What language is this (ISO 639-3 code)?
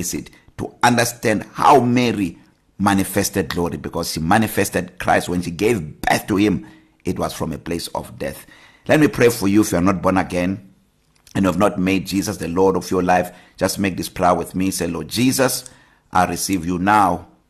eng